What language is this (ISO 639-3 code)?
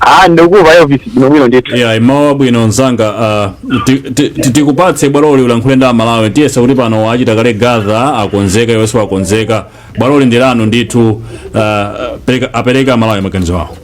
nya